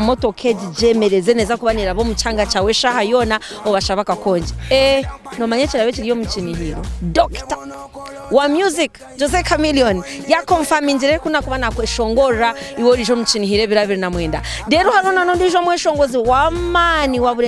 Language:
Nyankole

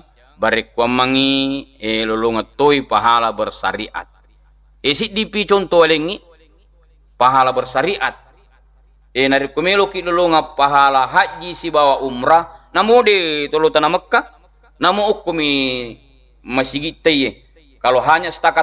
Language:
Buginese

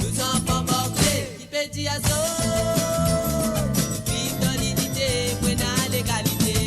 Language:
Morisyen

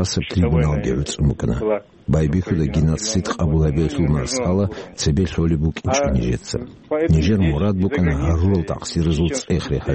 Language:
Avaric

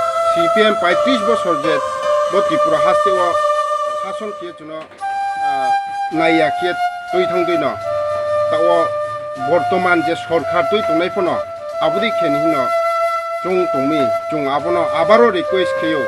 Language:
Riang (India)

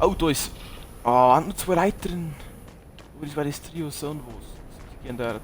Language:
Bavarian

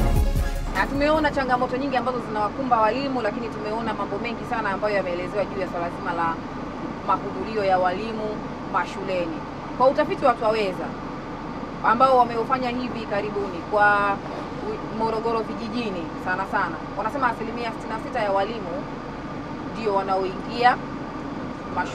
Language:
Swahili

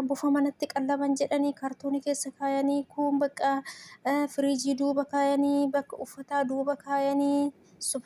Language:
Oromo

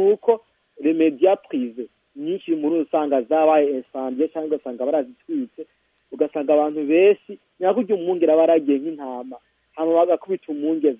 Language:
Kinyarwanda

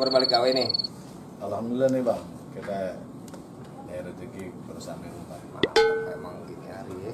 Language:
Betawi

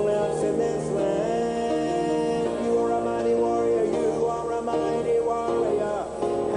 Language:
Ewe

